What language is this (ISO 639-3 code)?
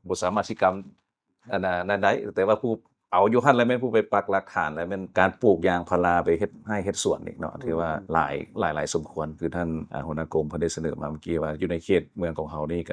lao